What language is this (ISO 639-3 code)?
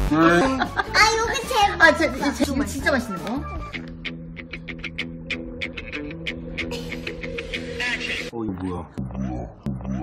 kor